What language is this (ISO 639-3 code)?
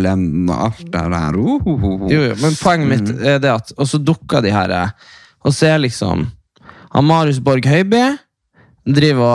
nor